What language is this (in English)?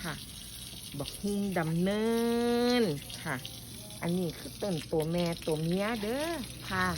Northeastern Thai